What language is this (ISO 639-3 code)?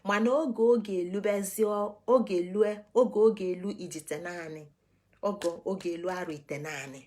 ibo